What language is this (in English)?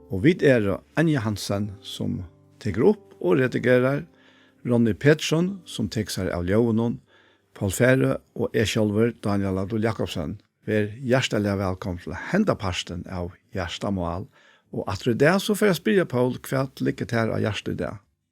Faroese